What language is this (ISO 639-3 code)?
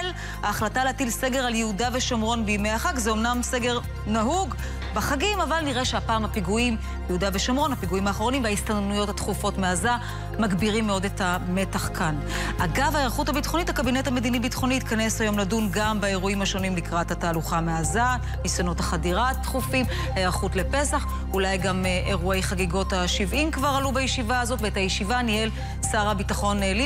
heb